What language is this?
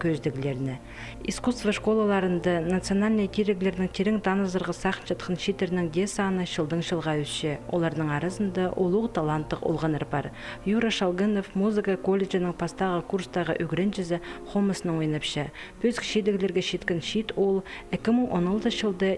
Khakas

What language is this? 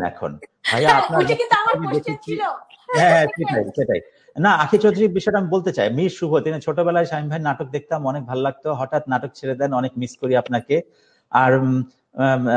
Bangla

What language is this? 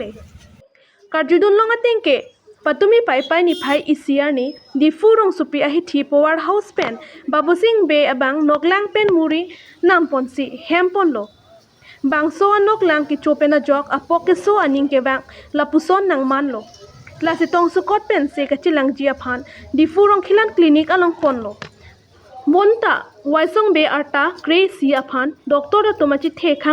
Karbi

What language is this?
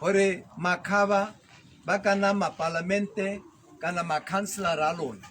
Tswana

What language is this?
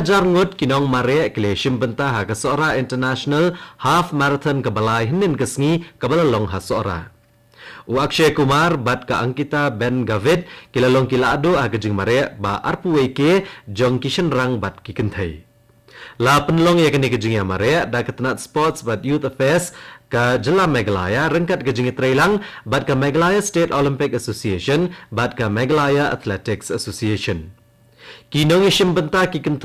Khasi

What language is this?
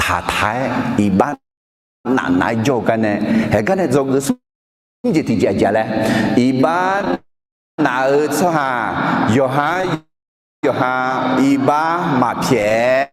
Akha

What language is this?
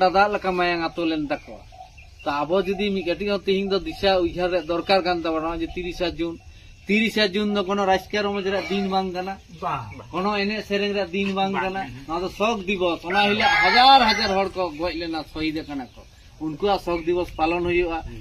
Santali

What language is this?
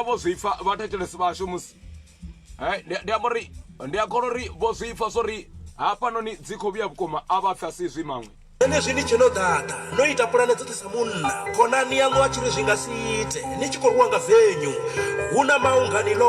Venda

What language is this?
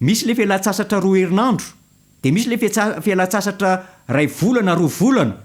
Malagasy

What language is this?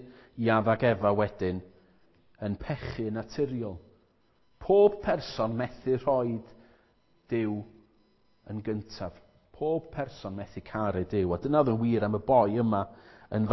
Welsh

